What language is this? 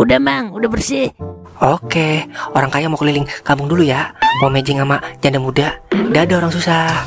Betawi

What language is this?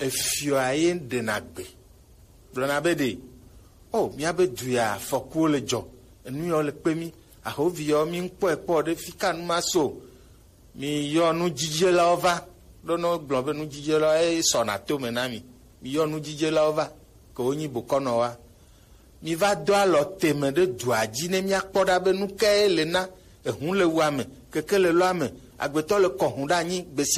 Gen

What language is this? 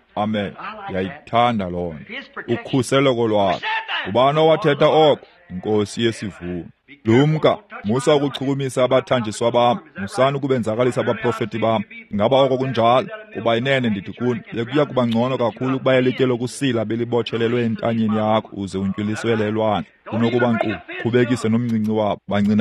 Xhosa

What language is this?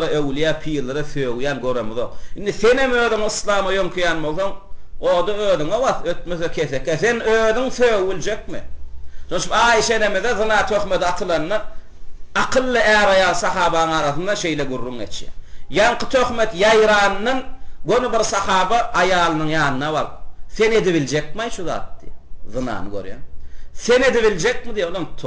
Turkmen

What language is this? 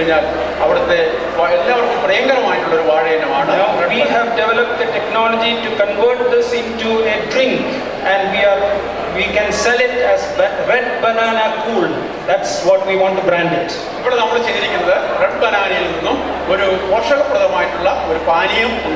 Malayalam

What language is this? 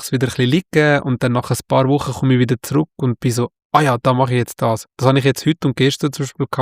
Swiss German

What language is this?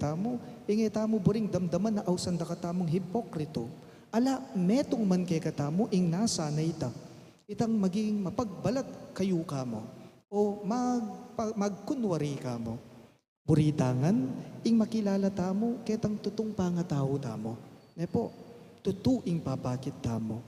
Pampanga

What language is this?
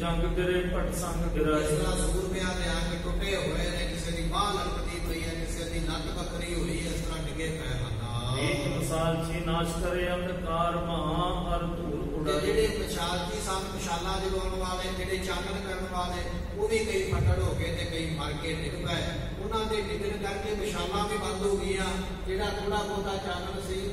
Punjabi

